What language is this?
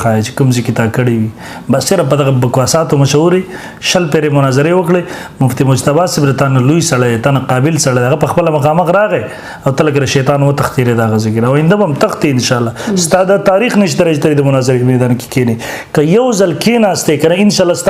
Pashto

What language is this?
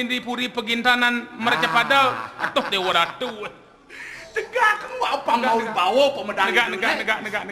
Balinese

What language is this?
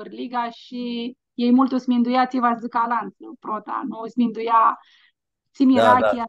Aromanian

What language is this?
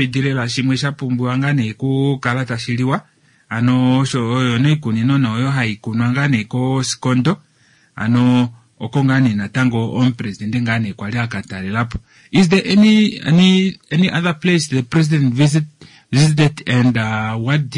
Kuanyama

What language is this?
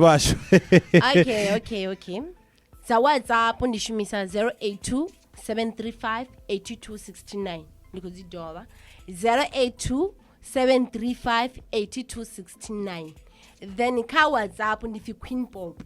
Venda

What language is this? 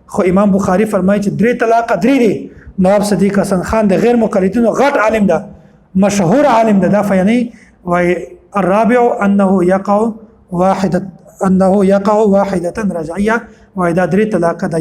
Pashto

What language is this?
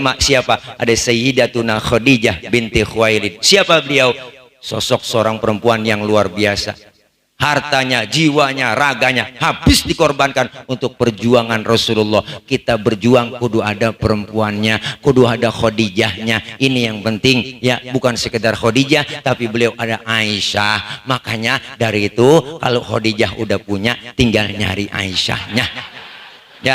Betawi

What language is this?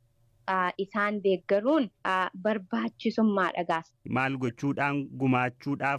Oromo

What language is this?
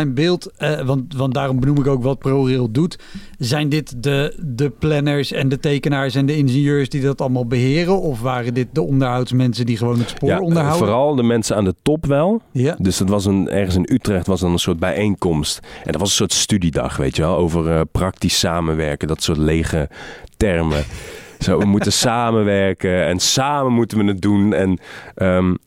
Dutch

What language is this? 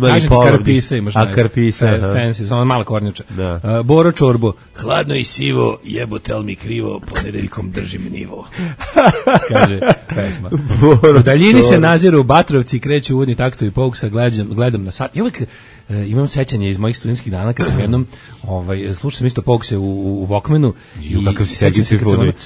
Serbian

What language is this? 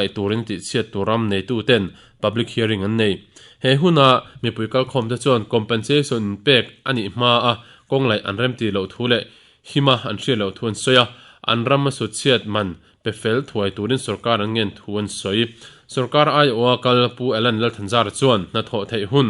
Mizo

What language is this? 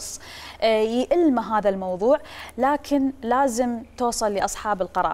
Mesopotamian Arabic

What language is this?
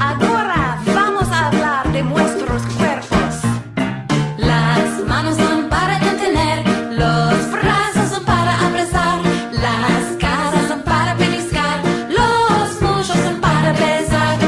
Ladino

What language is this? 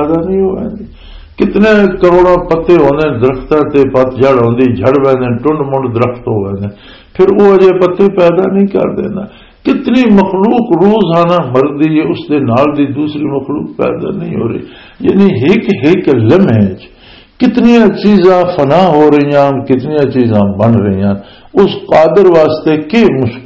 Western Panjabi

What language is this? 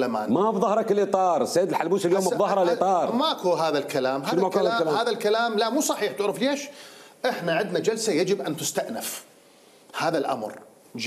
Mesopotamian Arabic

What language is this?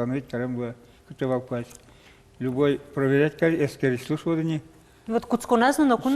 Udmurt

